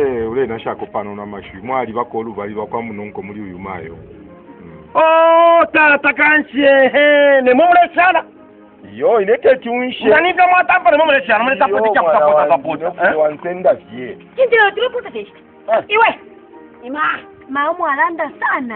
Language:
Bemba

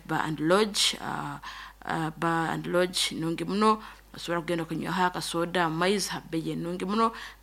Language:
Nyoro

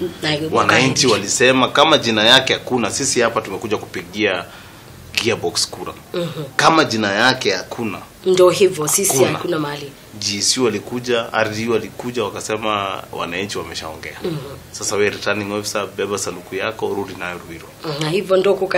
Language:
Swahili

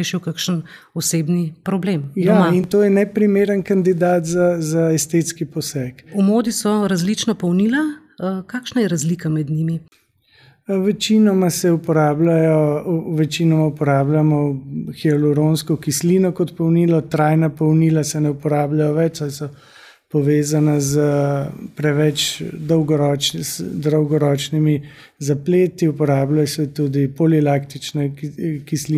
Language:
Slovenian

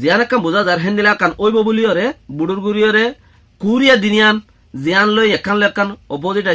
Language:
Rohingya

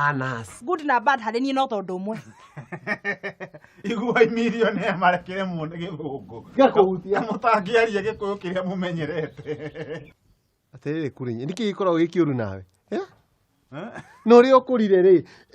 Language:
Kikuyu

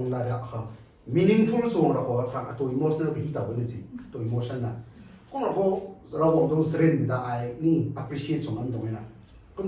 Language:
Rongmei Naga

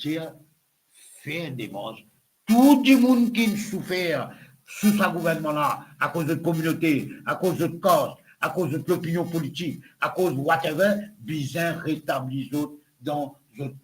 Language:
Morisyen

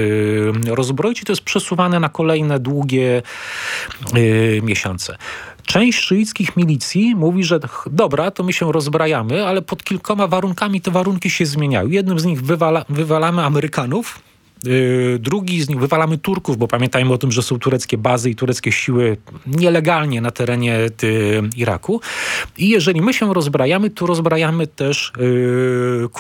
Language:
Polish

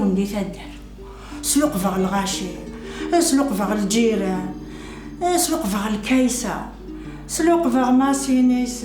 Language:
Kabyle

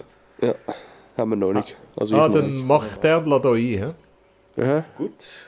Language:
Swiss German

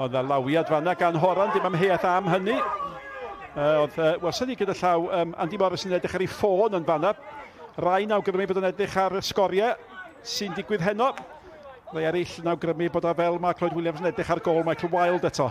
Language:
Welsh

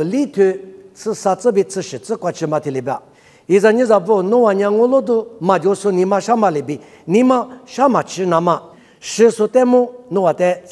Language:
Lisu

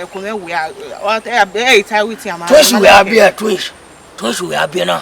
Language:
Bini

